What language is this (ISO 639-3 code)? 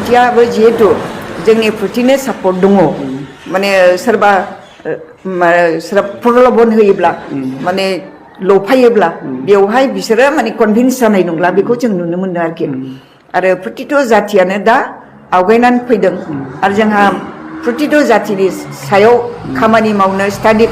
brx